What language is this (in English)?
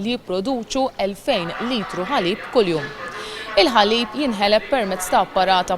Maltese